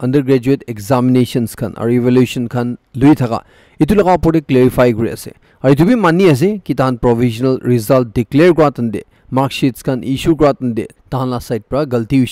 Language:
Naga Pidgin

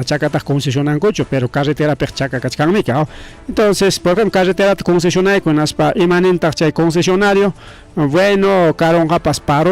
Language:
Ayacucho Quechua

